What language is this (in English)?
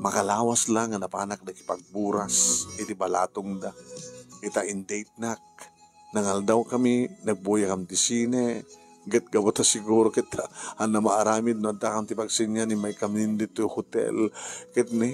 Iloko